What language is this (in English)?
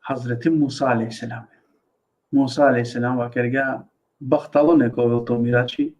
Balkan Romani